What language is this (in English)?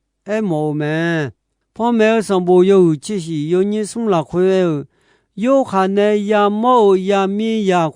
Akha